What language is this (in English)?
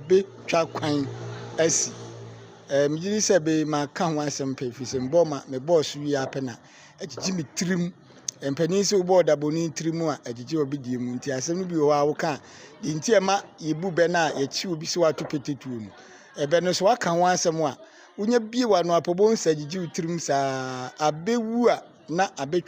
Akan